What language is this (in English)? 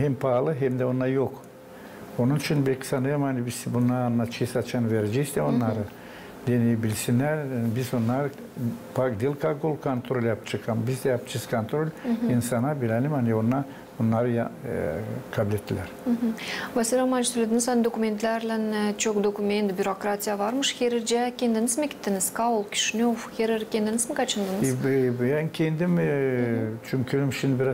Gagauz